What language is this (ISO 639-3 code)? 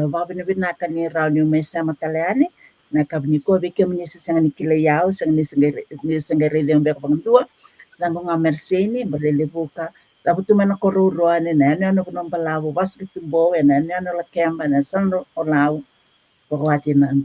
fij